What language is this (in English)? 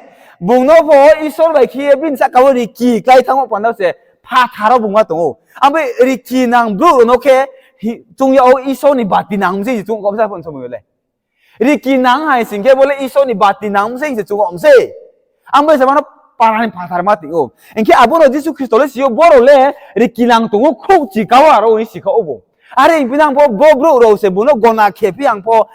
Riang (India)